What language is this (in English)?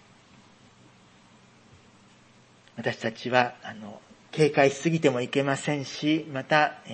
Japanese